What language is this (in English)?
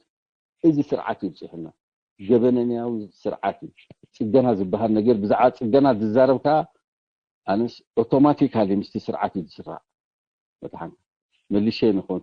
Tigrinya